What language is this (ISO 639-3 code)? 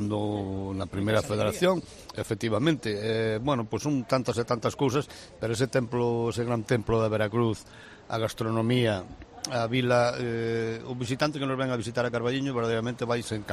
glg